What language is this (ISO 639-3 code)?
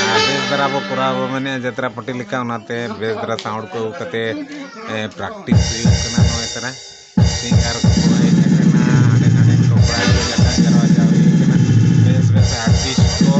sat